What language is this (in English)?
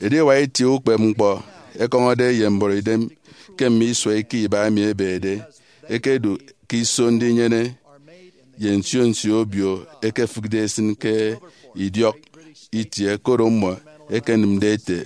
Efik